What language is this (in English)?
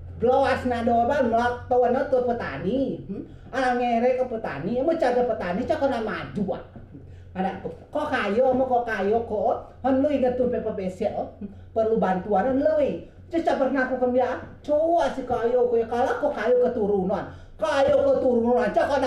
Rejang